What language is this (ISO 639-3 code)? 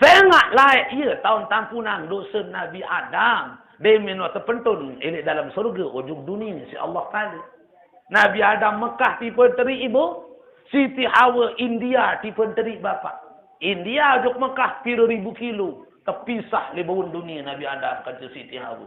sas